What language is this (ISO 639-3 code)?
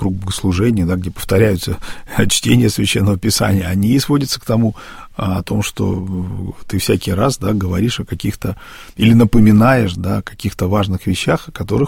rus